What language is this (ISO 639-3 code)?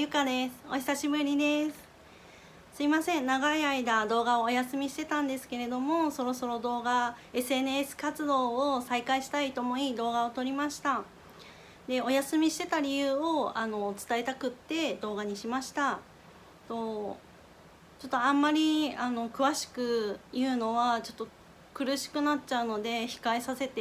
jpn